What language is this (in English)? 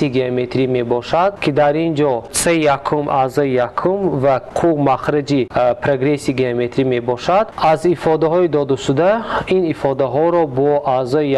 Tajik